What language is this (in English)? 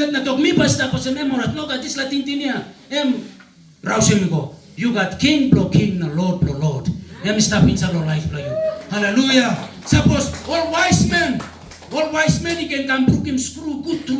Tok Pisin